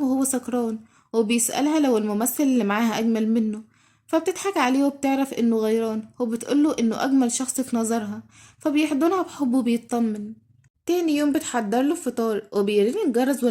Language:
Egyptian Arabic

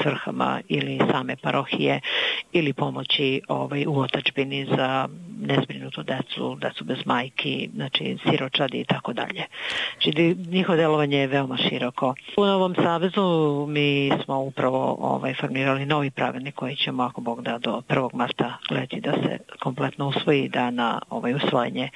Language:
Serbian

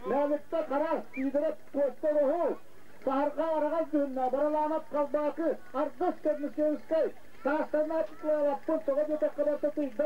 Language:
Yakut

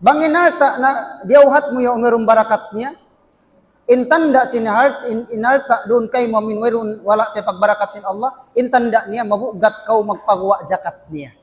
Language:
Tausug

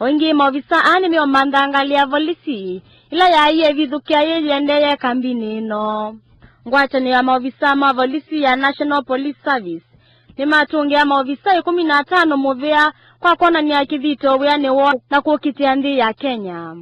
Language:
Kamba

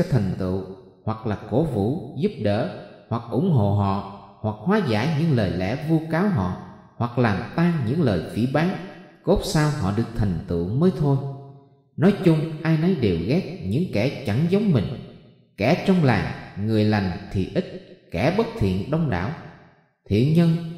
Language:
Vietnamese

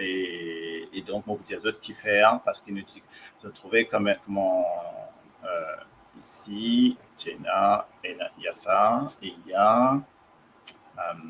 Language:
Morisyen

